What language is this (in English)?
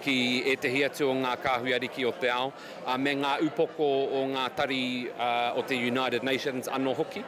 Māori